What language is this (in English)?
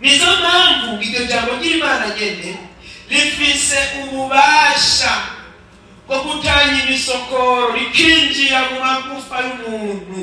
Rundi